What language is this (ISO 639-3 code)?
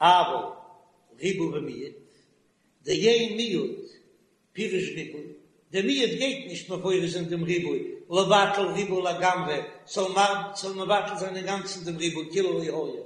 yid